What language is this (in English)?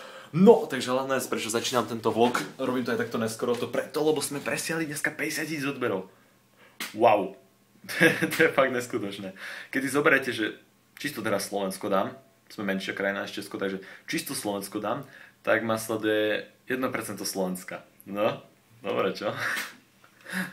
Slovak